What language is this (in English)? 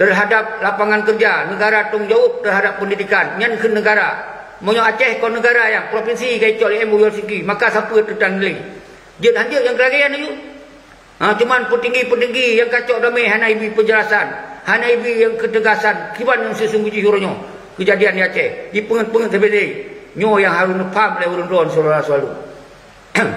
Achinese